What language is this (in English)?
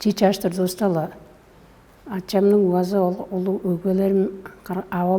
Tuvinian